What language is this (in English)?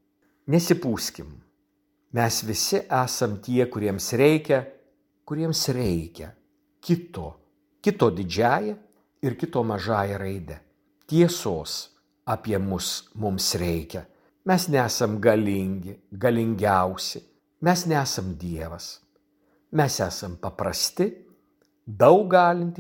Lithuanian